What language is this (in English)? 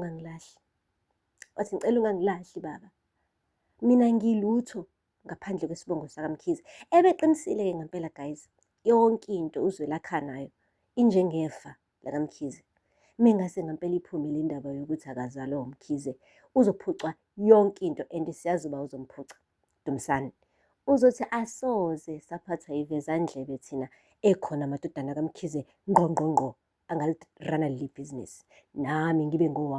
Zulu